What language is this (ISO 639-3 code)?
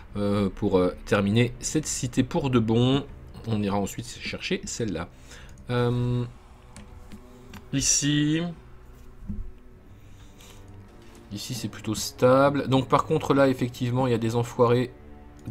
fra